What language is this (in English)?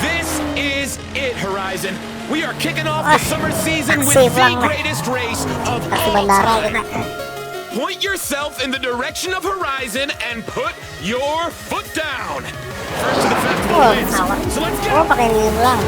Banjar